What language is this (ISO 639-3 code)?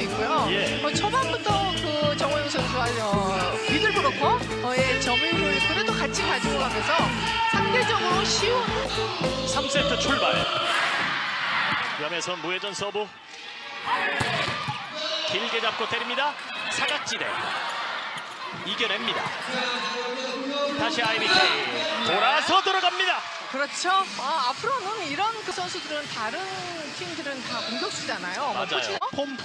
kor